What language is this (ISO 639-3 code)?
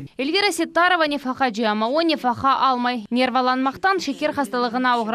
crh